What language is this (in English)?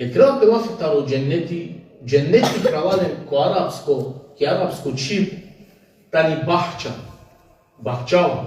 Balkan Romani